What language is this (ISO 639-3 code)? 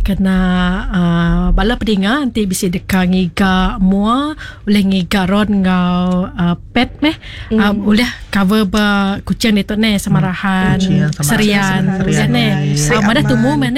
iba